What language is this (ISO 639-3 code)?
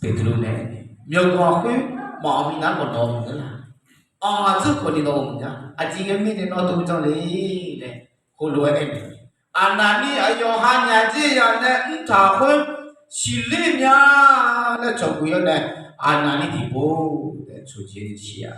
ahk